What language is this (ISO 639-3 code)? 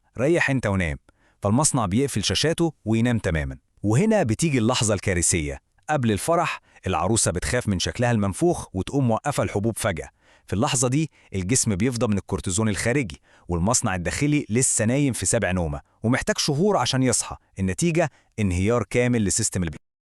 arz